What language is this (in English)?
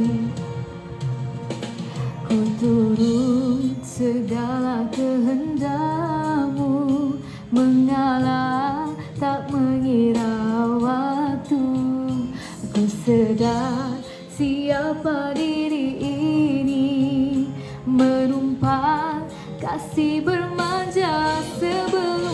Malay